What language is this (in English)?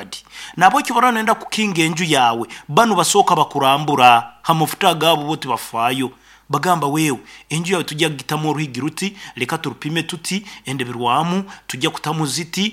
Nyankole